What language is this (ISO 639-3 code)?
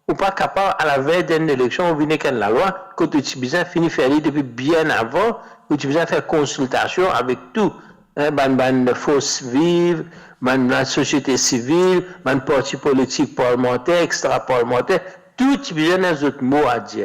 mfe